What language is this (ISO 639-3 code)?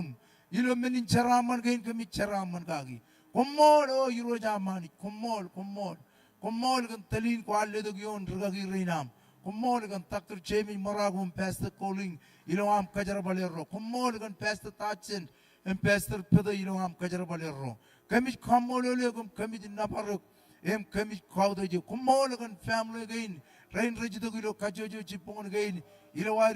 mah